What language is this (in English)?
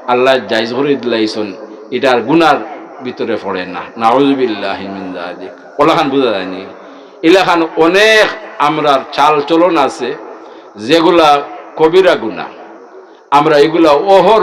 Sylheti